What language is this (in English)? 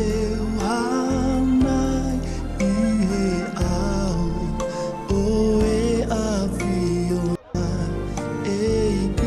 Tongan